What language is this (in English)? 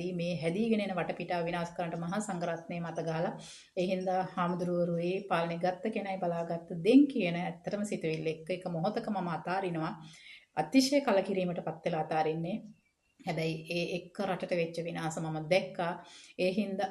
Sinhala